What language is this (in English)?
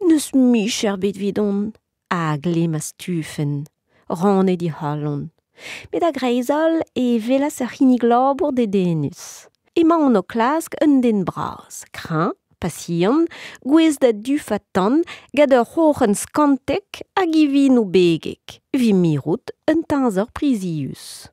Breton